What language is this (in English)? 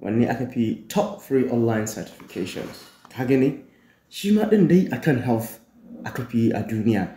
Hausa